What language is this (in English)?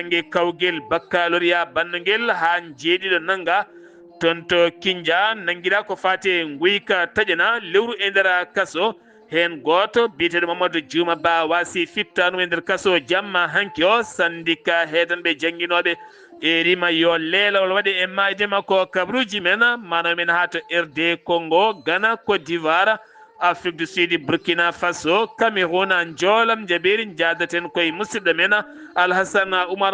Fula